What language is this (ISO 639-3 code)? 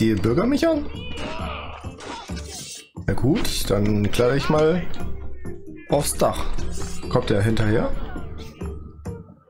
deu